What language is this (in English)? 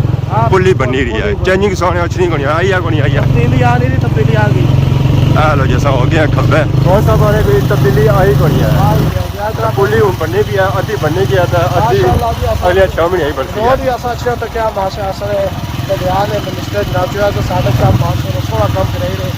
Pahari-Potwari